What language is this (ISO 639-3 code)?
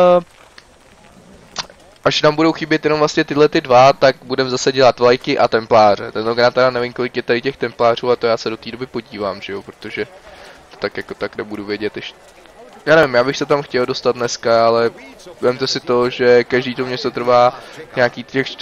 ces